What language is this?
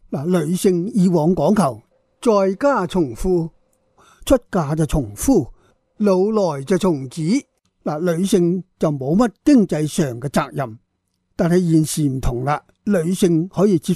Cantonese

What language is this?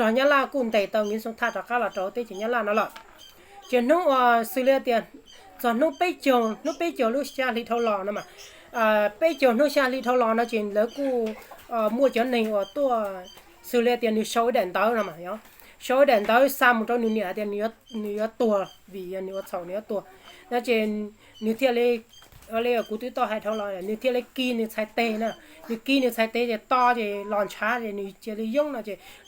Hmong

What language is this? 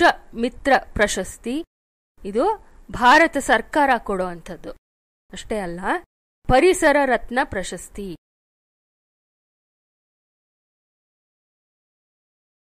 Kannada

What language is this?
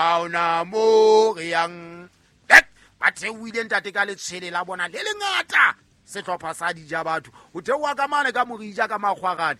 Southern Sotho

